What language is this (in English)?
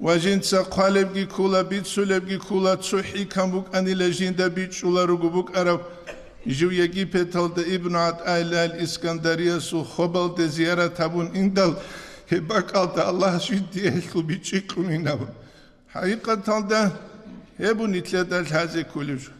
Avaric